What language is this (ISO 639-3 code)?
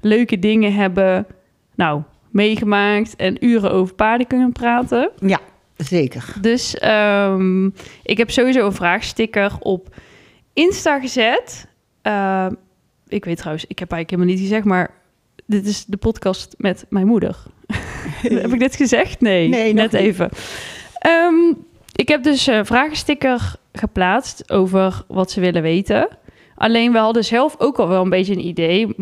nld